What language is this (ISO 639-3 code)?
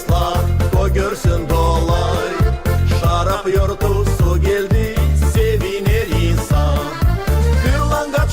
gag